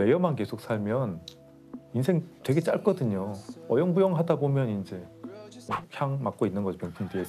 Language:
Korean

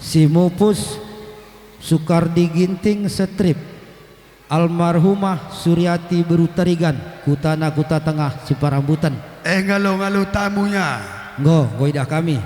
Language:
Batak Karo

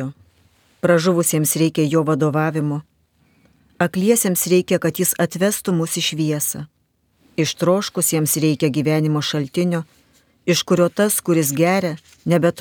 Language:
Lithuanian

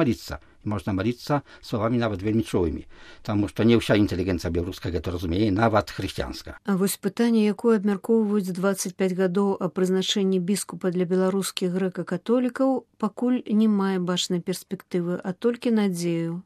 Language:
Belarusian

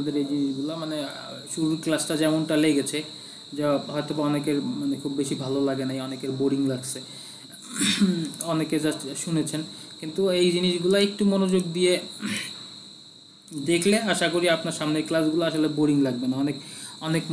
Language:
Bangla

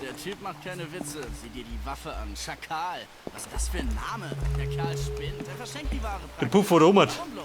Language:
Bavarian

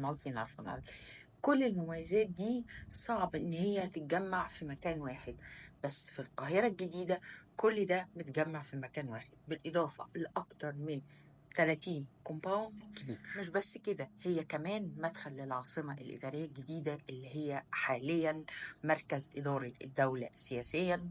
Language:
Egyptian Arabic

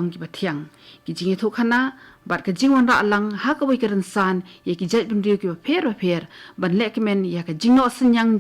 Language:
Khasi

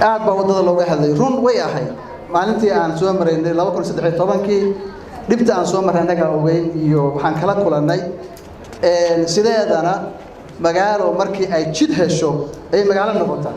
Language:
Somali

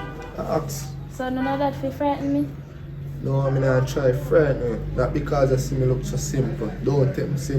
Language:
Jamaican Creole English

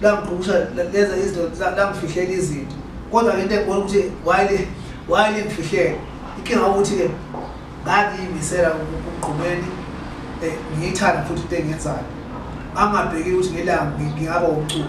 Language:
Zulu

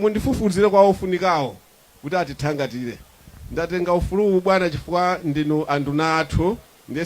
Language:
Nyanja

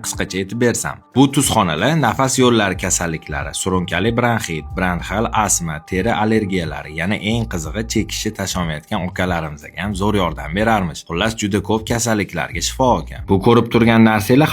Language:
Uzbek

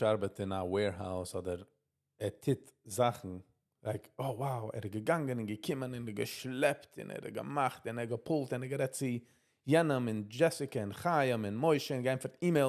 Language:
Yiddish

